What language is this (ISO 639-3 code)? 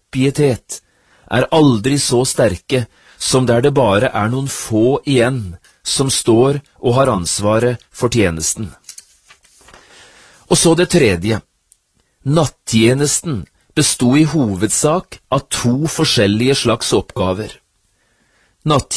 nor